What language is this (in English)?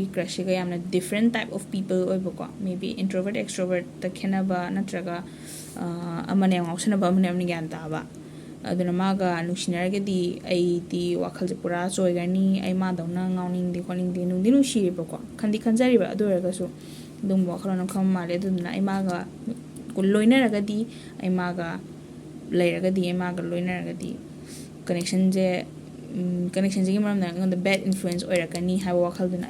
Manipuri